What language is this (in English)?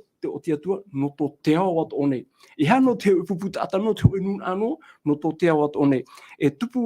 Tahitian